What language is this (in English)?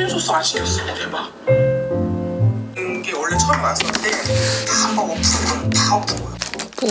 Korean